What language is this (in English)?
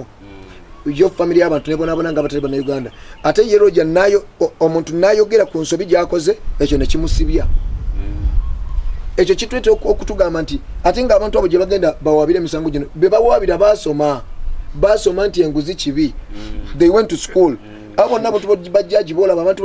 Ganda